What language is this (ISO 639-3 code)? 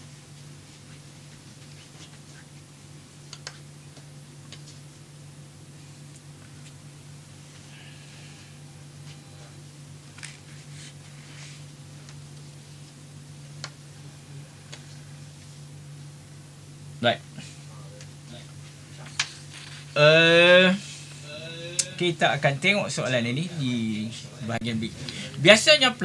msa